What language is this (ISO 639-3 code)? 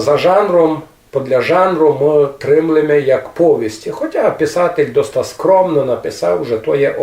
rue